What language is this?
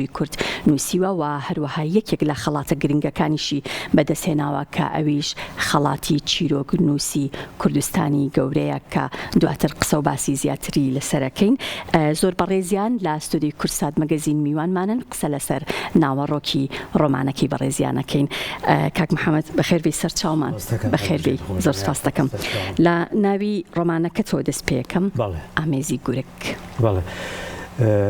Central Kurdish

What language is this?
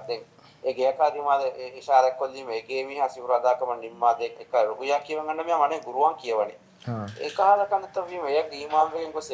Divehi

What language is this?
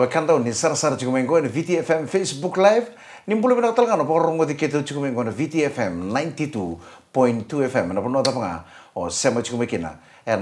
Fijian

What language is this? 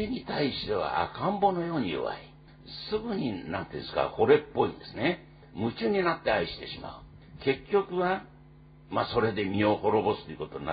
Japanese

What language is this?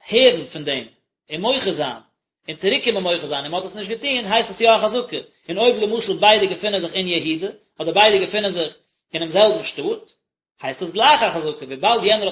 Yiddish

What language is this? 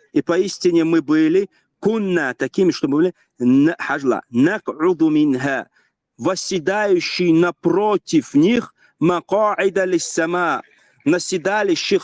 Chechen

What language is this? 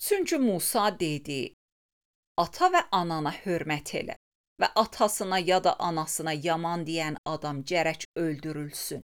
Azerbaijani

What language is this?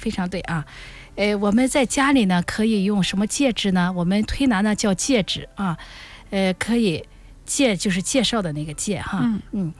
Chinese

